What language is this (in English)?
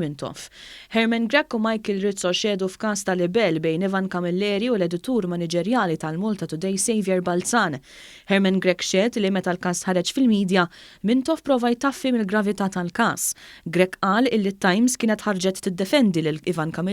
Maltese